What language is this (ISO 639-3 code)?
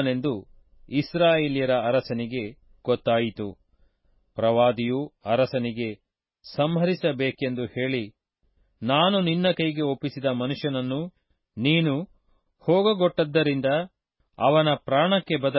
kan